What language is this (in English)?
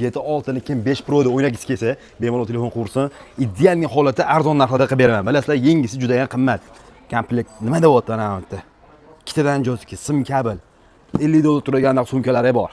Uzbek